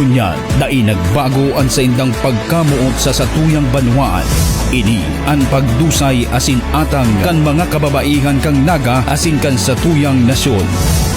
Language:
Bikol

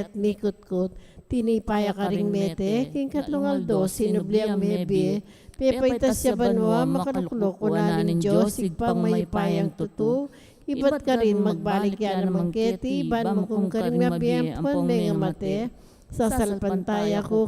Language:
Pampanga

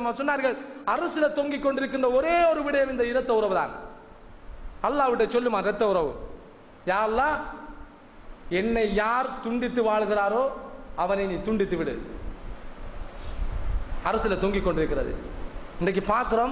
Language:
Tamil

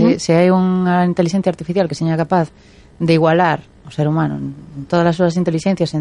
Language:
Galician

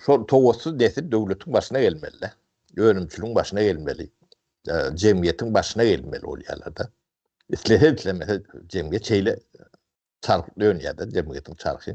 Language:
Turkmen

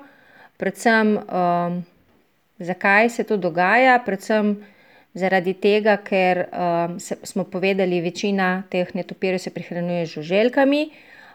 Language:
Slovenian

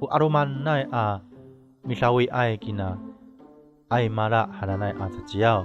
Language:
Amis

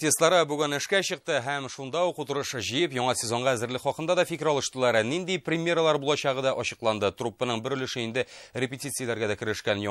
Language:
Tatar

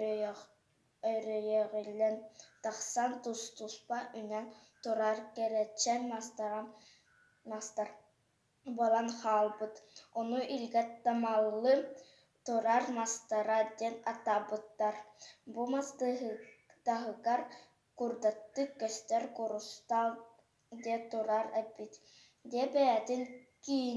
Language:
Yakut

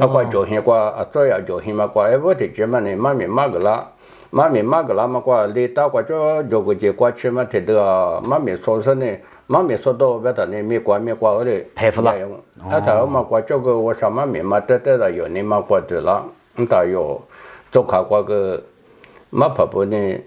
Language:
Lisu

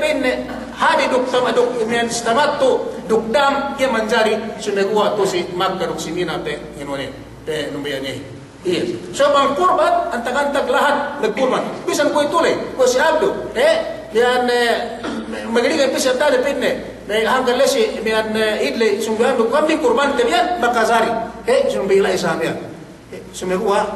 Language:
Yakan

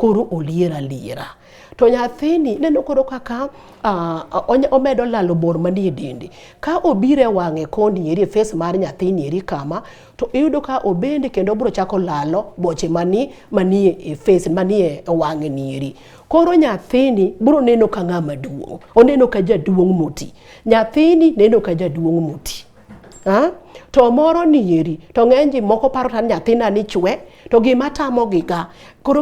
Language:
Luo (Kenya and Tanzania)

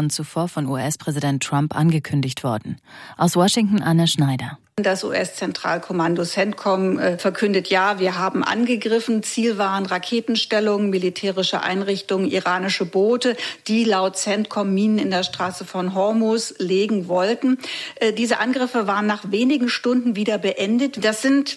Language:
German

